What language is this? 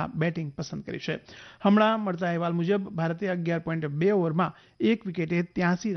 Gujarati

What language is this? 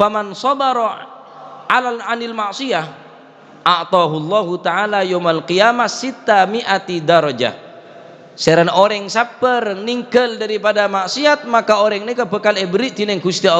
Madurese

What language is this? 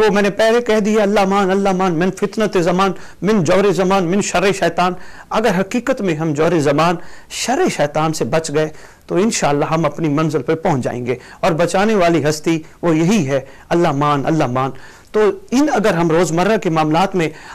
Urdu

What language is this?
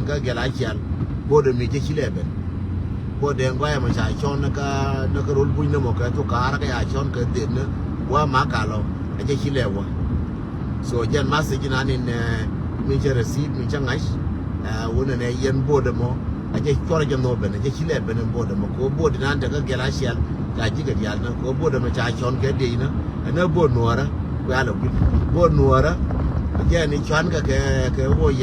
Nuer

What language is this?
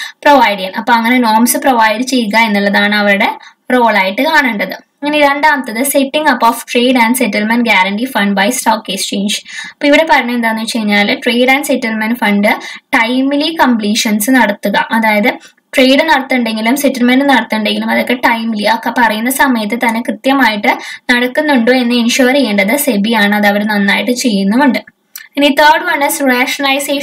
Malayalam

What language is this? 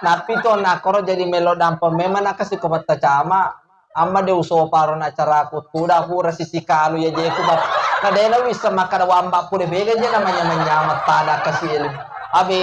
Buginese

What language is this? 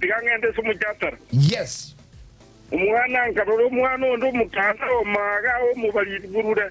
Gusii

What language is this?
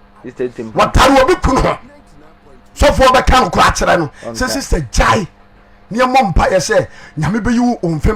Akan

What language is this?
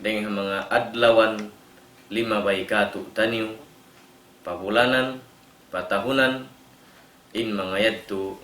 Tausug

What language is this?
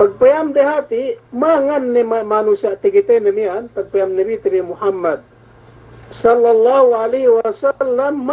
Yakan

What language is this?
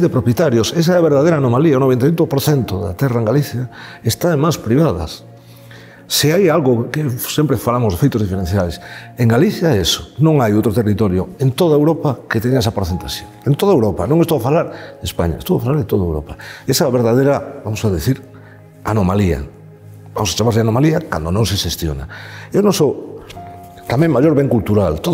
Galician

